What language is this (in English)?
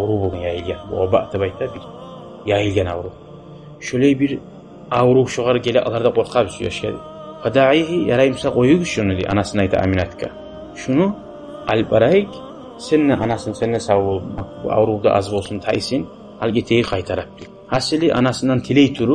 Kumyk